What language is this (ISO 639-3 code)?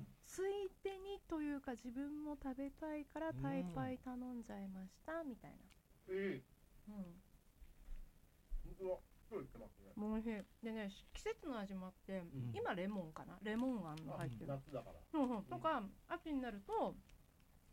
jpn